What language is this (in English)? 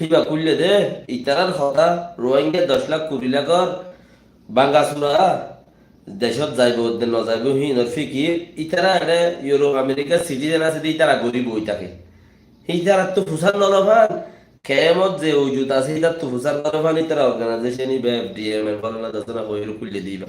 Rohingya